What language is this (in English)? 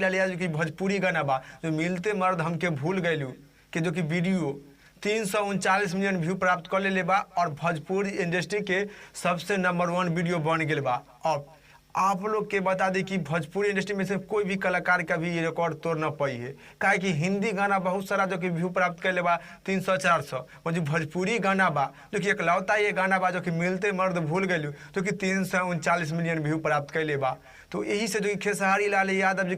Bhojpuri